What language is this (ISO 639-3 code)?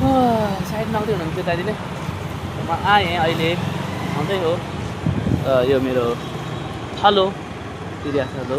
nep